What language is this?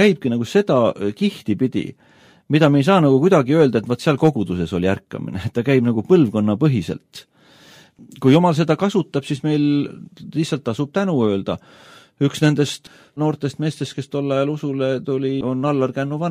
Estonian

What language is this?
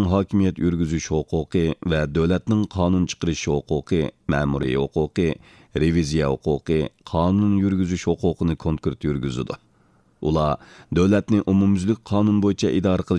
Uyghur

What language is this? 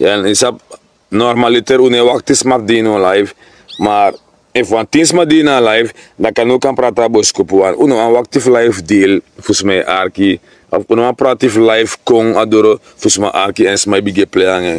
Sranan Tongo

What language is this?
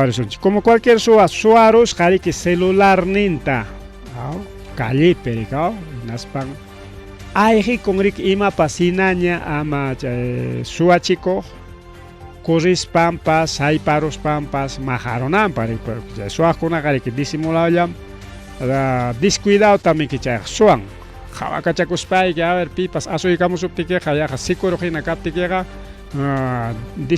Ayacucho Quechua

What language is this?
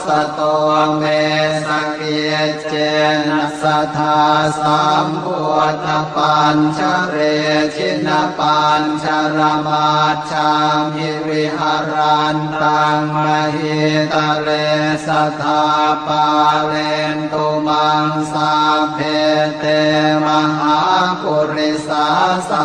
Pali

